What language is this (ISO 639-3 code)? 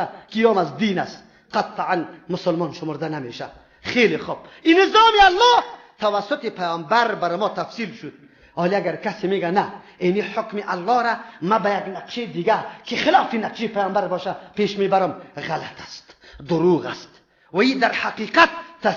fas